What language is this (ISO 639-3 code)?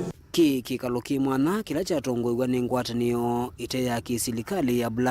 kam